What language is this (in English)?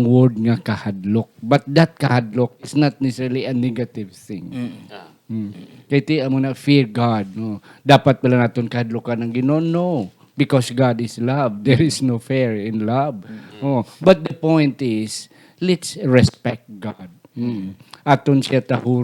Hiligaynon